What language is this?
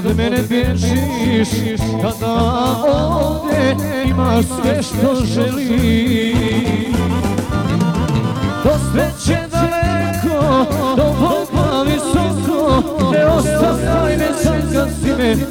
Croatian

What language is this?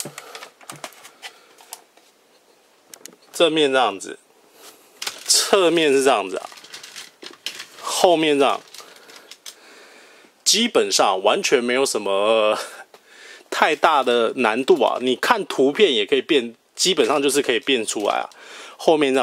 Chinese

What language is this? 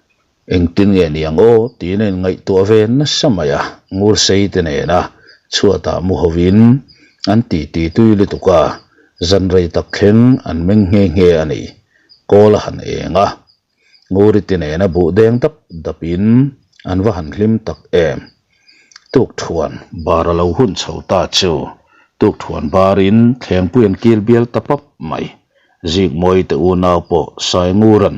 Mizo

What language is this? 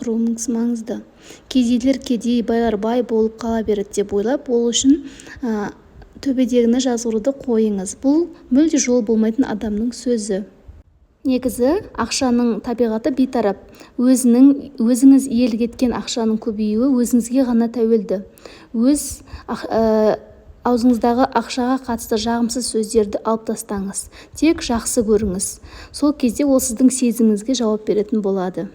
Kazakh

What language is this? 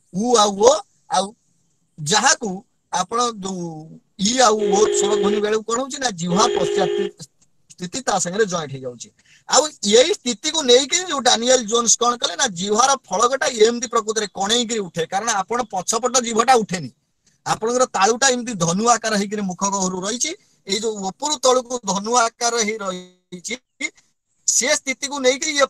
Odia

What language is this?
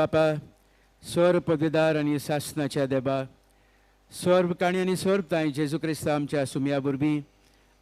Konkani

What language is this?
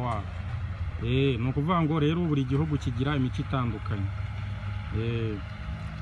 Kinyarwanda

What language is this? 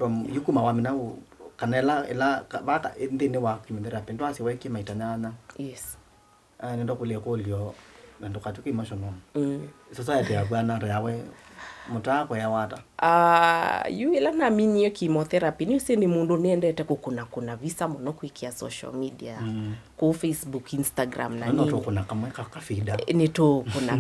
Kamba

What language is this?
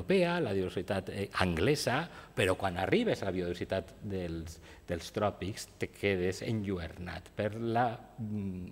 Catalan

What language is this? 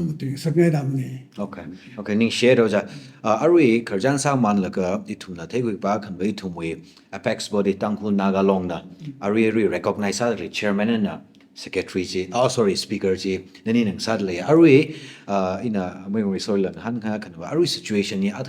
Tangkhul Naga (India)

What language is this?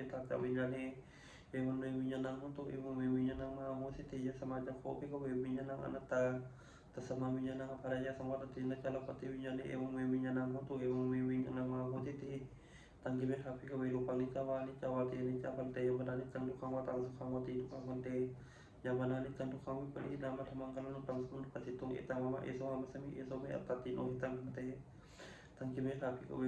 Pali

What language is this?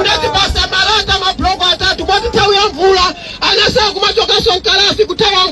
Nyanja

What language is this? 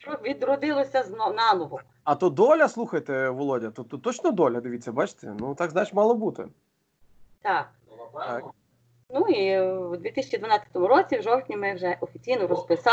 Ukrainian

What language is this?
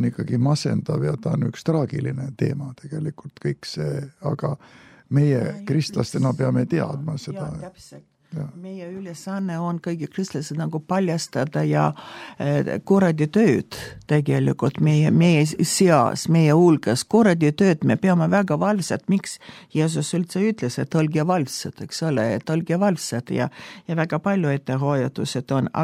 Estonian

